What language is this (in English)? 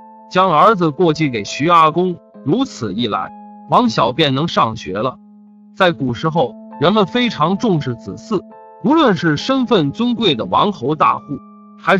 Chinese